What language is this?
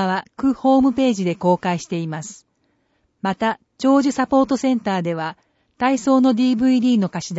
Japanese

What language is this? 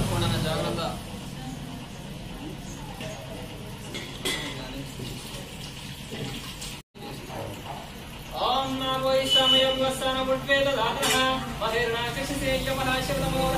Telugu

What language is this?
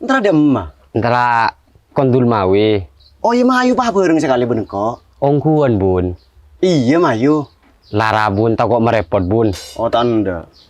Madurese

